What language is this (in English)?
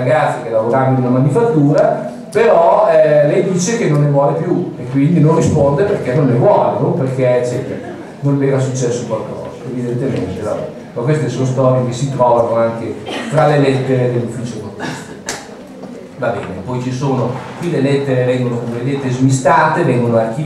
Italian